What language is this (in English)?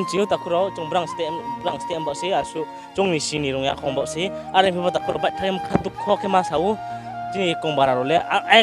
Riang (India)